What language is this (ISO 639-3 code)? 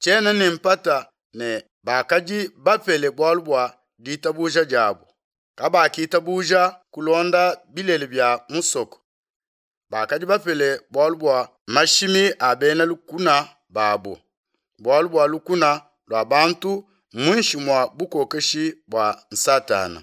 lua